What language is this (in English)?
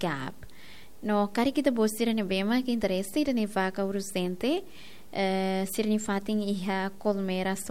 Tetum